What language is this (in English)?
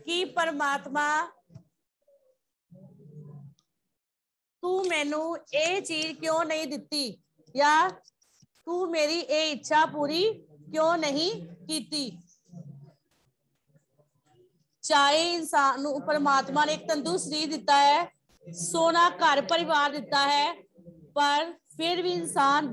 Punjabi